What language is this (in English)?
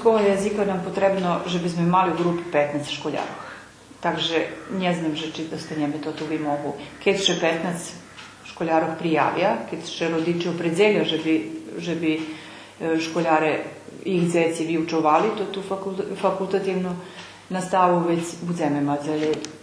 Rusyn